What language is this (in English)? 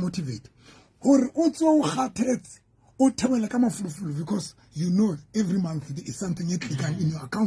Southern Sotho